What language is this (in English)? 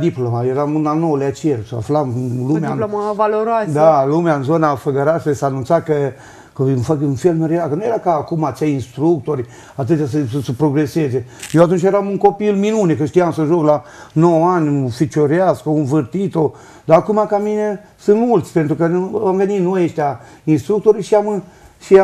Romanian